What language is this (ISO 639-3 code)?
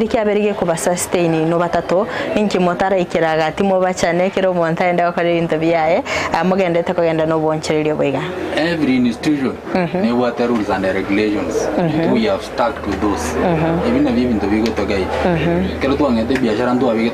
guz